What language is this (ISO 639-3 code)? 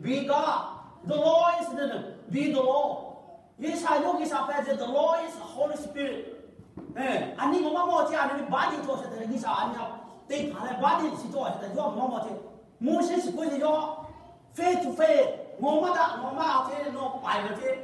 lhu